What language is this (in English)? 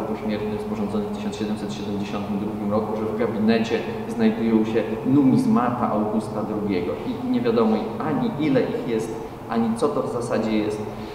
Polish